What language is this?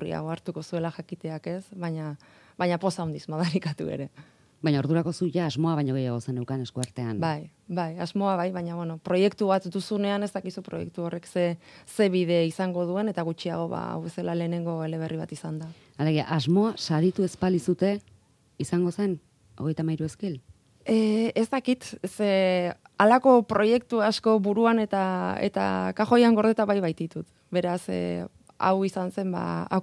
Basque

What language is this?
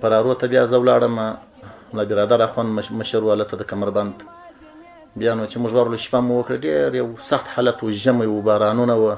Pashto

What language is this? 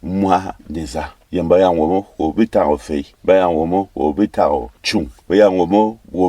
Berom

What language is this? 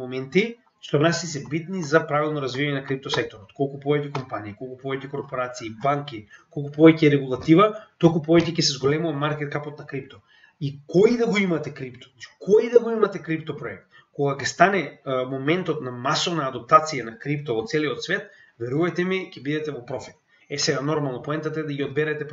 Macedonian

